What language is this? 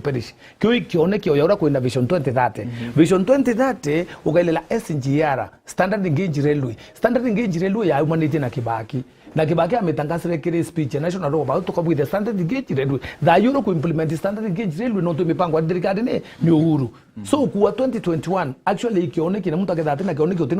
Meru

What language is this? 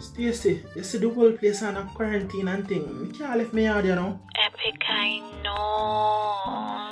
Jamaican Creole English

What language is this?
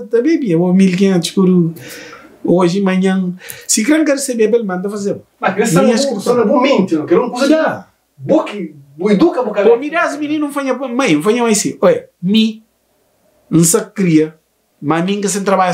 Kabuverdianu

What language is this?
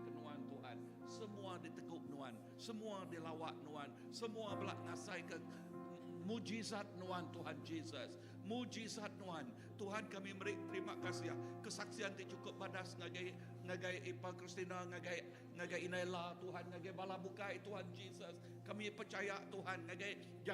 Iban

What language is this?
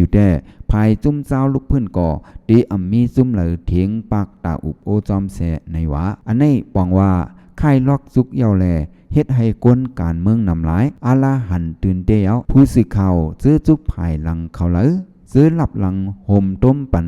Shan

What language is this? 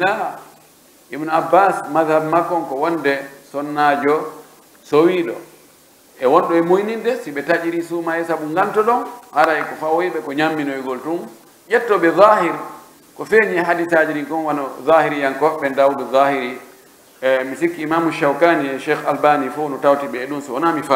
Pular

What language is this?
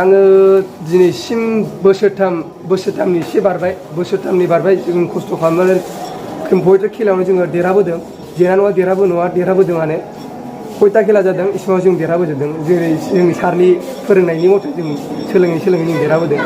Bodo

